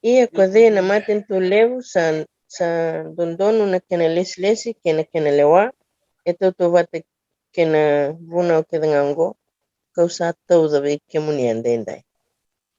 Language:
Fijian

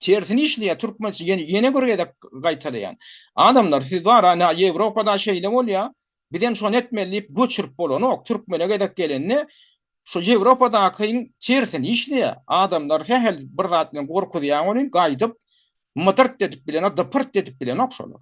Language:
Turkmen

